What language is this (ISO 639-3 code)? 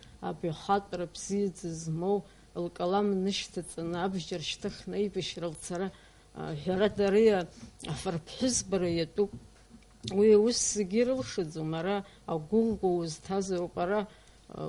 abk